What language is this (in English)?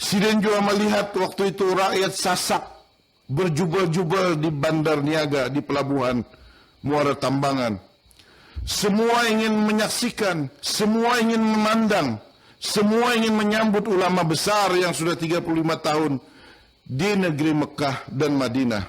Banjar